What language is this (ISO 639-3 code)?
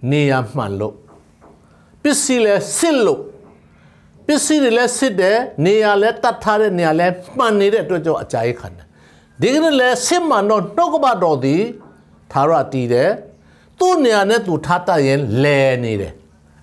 mya